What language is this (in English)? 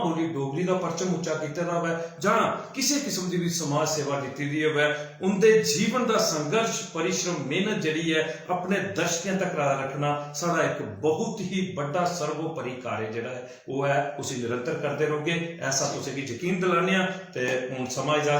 Dogri